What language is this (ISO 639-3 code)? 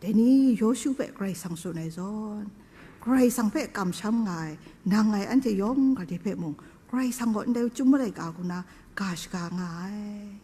kac